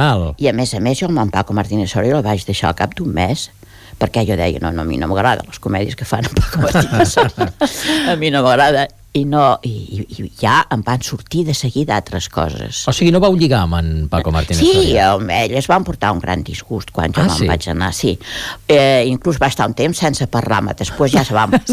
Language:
Catalan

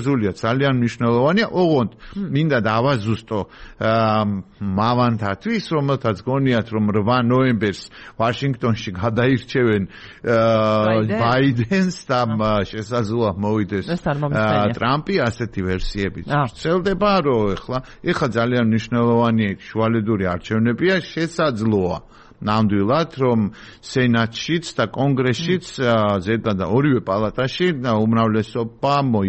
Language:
Georgian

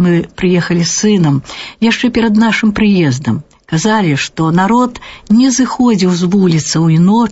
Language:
Belarusian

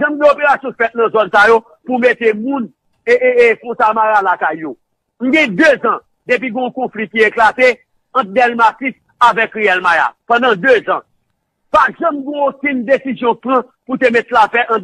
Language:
Haitian Creole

